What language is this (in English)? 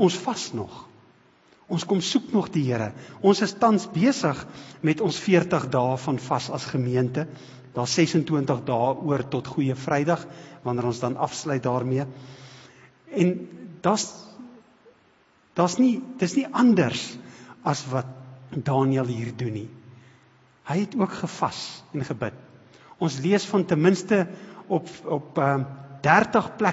Afrikaans